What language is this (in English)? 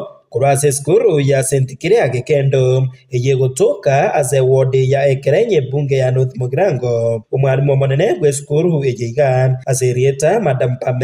Gusii